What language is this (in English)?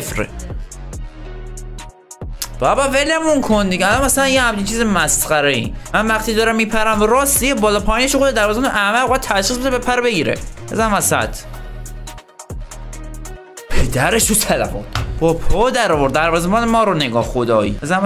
Persian